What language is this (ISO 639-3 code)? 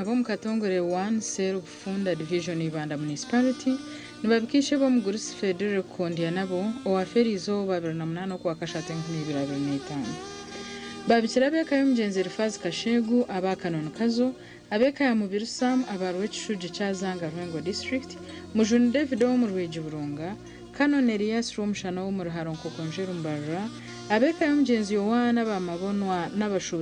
nyn